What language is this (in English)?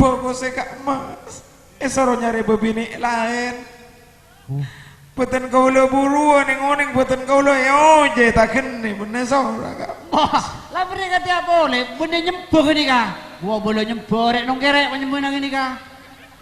Madurese